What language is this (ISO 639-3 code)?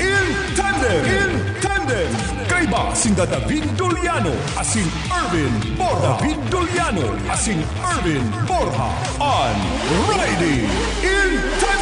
bik